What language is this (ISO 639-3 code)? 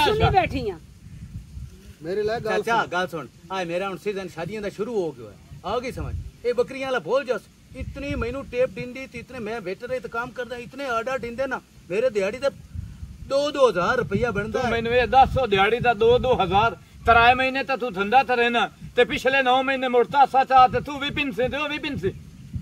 pan